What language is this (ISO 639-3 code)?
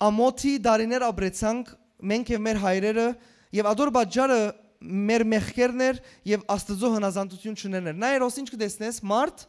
hyw